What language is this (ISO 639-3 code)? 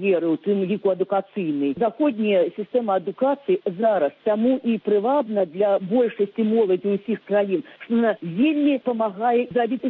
bel